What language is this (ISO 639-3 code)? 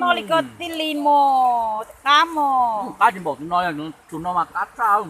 hmn